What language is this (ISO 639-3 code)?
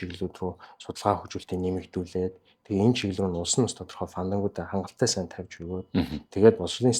mon